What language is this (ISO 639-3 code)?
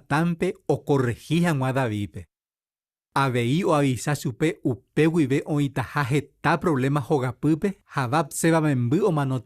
grn